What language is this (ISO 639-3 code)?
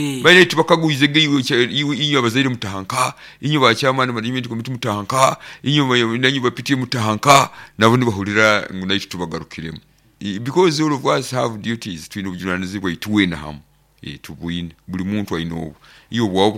nyo